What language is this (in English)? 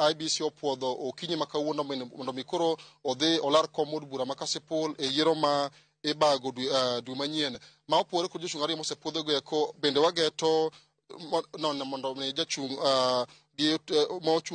Luo (Kenya and Tanzania)